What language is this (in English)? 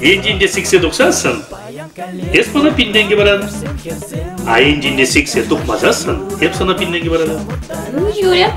Chuvash